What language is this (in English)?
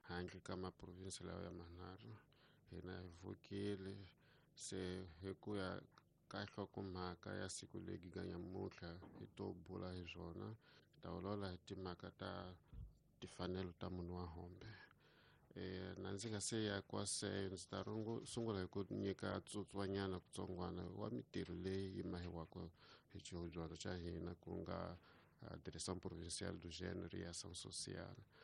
Tsonga